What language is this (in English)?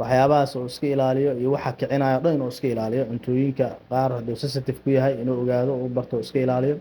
Somali